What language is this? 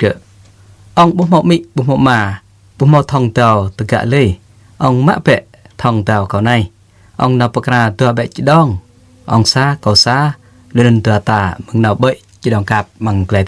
Jarai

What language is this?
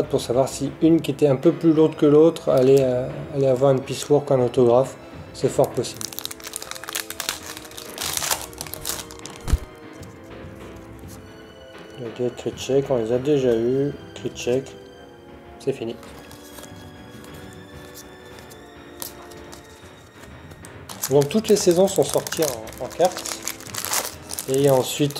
French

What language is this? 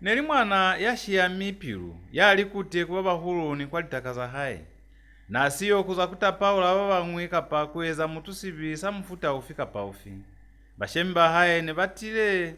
Lozi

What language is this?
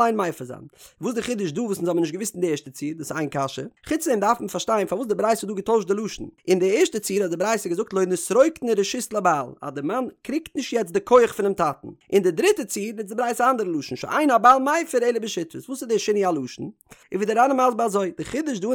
Yiddish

